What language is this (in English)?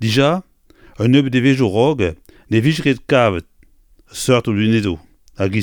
Breton